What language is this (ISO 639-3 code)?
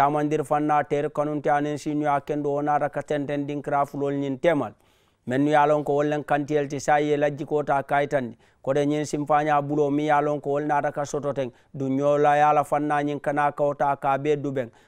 man